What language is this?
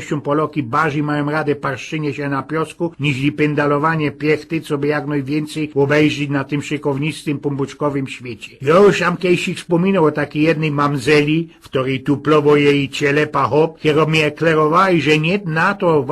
Silesian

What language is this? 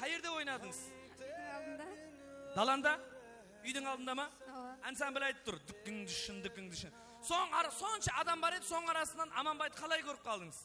Kara-Kalpak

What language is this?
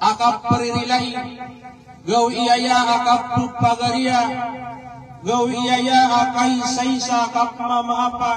Maranao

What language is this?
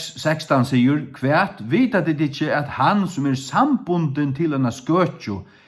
Faroese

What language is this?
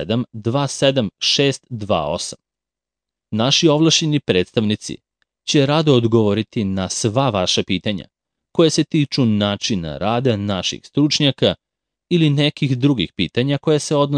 Serbian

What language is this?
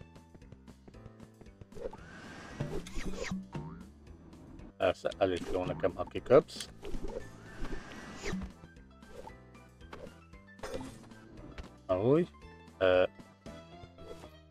Hungarian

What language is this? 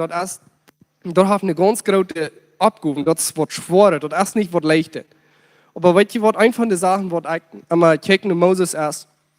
Plautdietsch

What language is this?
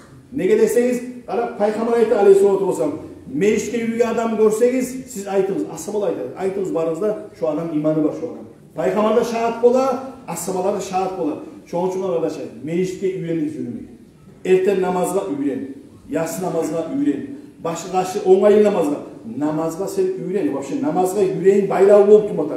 Kumyk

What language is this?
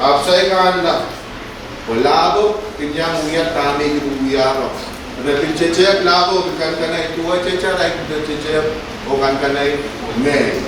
Pohnpeian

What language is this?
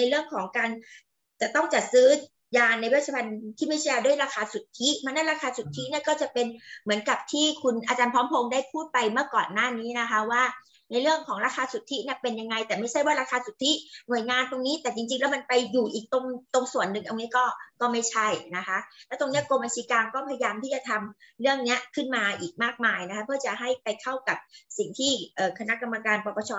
Thai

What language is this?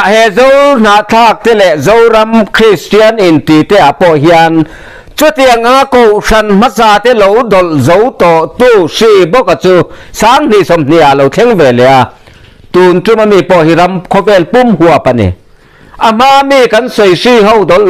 Mizo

